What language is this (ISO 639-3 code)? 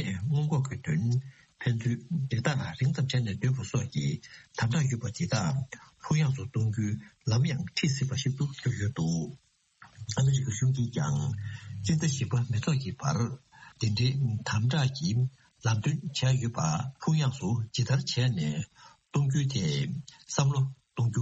bod